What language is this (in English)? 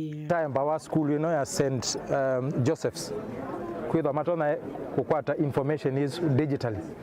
Kamba